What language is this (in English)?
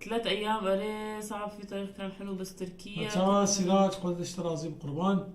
North Levantine Arabic